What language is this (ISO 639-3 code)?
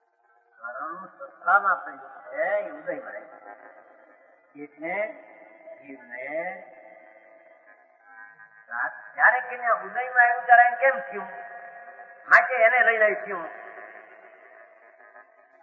guj